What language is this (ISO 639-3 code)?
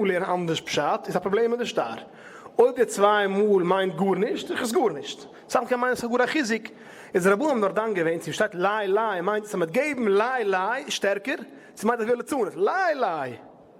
yid